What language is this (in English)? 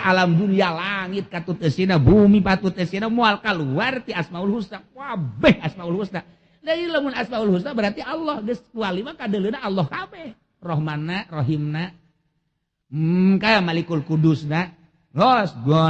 Sundanese